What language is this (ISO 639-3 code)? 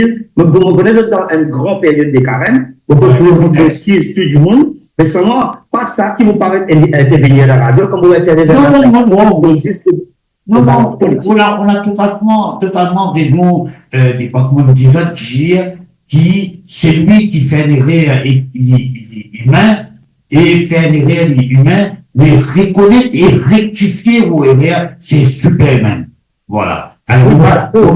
mfe